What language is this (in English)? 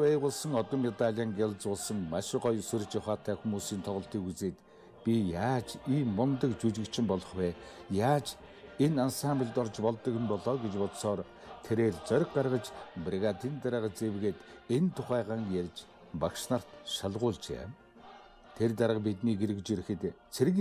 Mongolian